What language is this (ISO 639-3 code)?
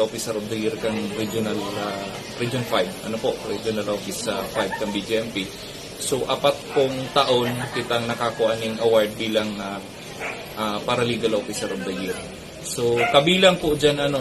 bik